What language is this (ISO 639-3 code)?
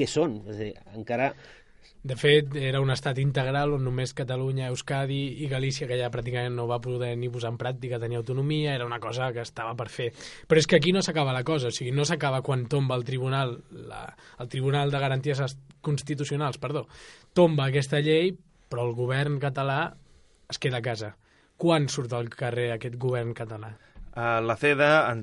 cat